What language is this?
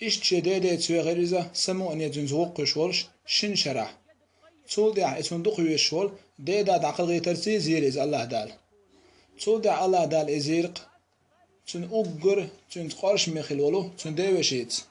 Chechen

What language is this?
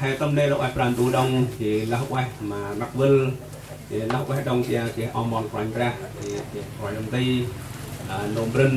Central Mnong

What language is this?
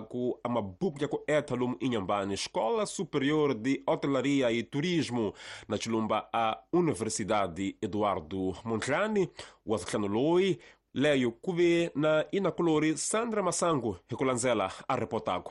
Tsonga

